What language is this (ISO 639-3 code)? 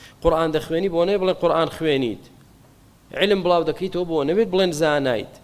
ckb